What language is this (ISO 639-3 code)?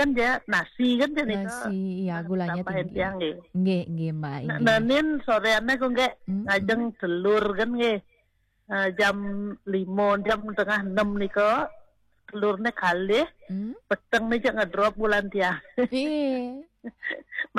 ban